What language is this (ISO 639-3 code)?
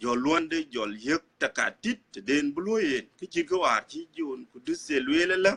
din